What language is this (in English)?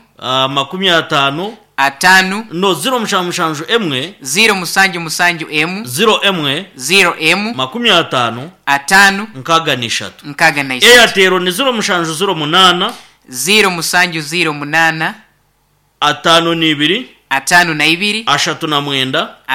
Nyankole